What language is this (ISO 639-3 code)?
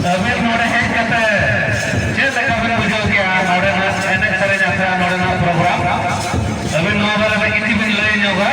sat